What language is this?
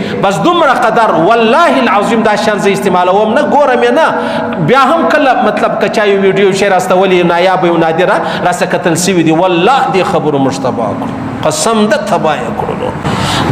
Pashto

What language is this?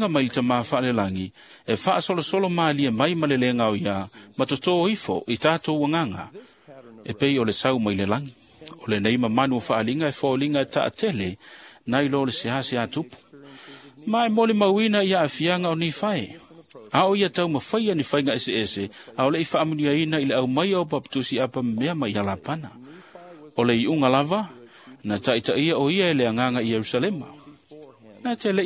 Samoan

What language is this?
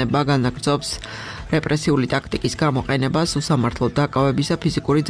Georgian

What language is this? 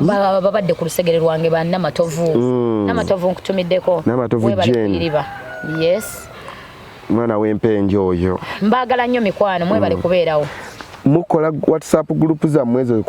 Ganda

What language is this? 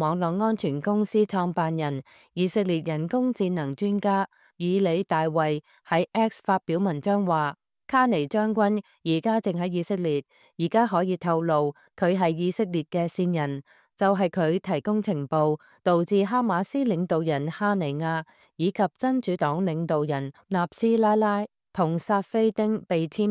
Cantonese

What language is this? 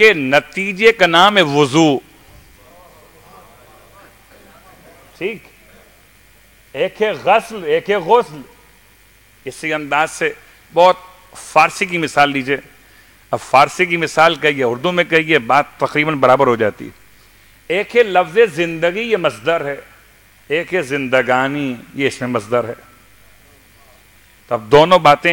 Urdu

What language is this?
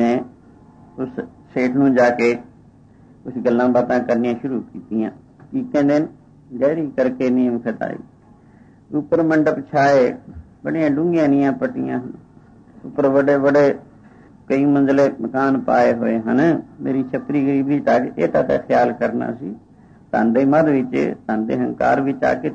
Punjabi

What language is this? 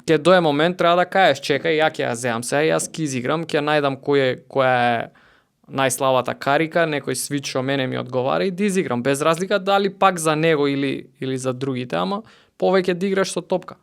Macedonian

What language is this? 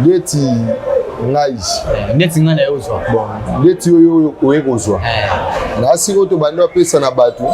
Lingala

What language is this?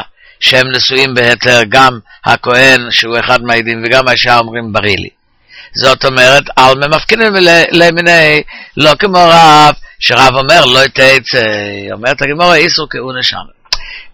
Hebrew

